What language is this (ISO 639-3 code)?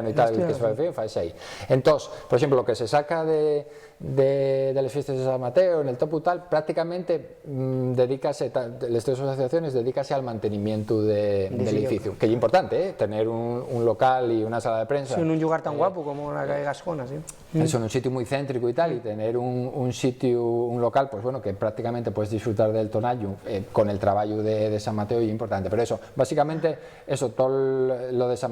ast